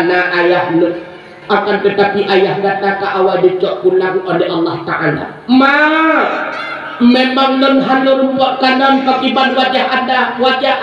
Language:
Achinese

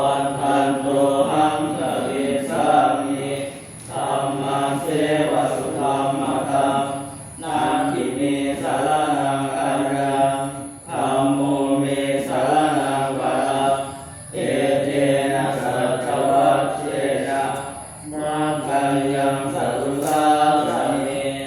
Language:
Pali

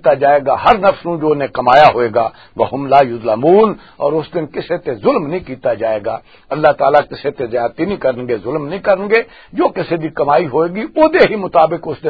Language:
Western Panjabi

